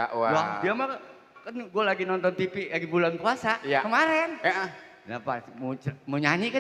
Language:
Betawi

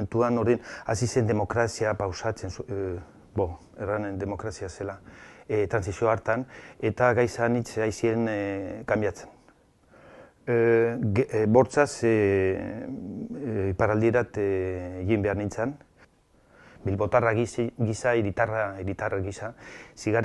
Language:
Basque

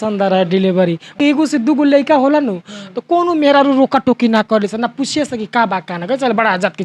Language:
Bhojpuri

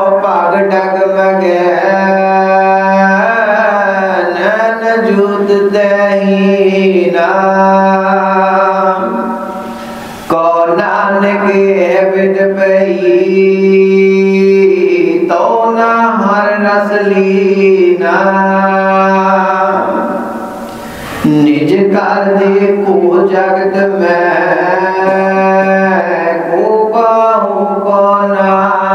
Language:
Punjabi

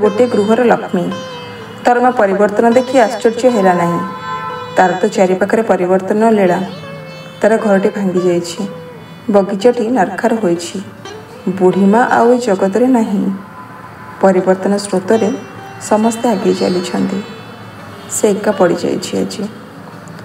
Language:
Odia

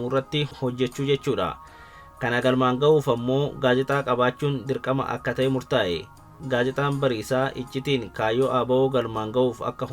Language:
Oromo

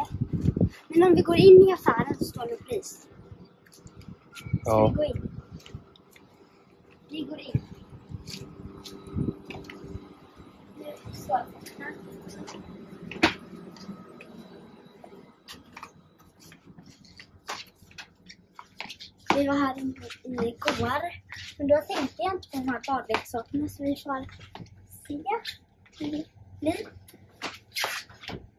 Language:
Swedish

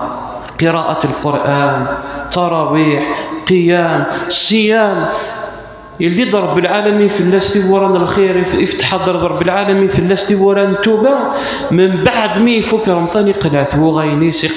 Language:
Kabyle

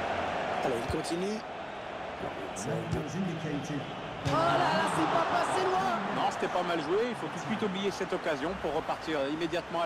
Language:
French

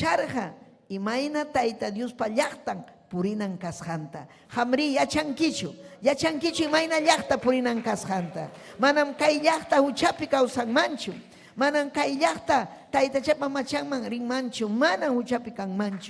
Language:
Ayacucho Quechua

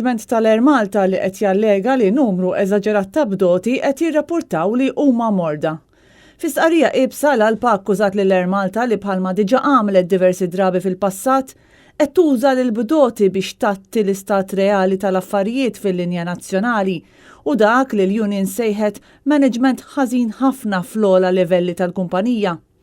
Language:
Maltese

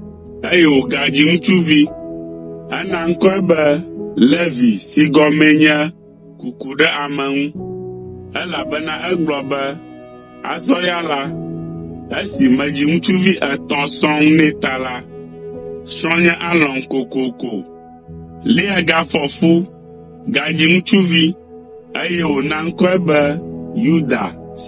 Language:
Ewe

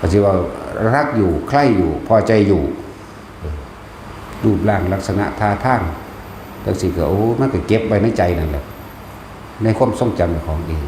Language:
Northeastern Thai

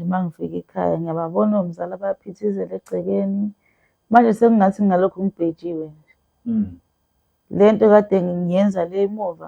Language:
Zulu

